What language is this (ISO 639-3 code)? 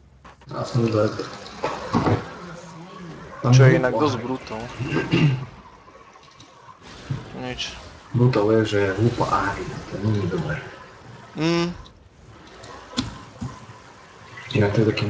slk